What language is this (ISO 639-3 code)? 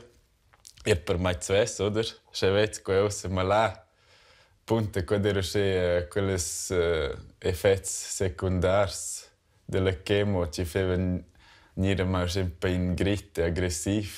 roh